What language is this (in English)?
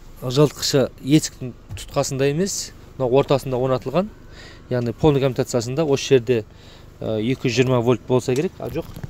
Kazakh